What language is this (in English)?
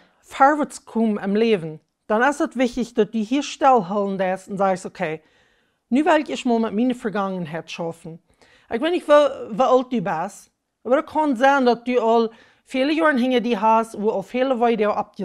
Plautdietsch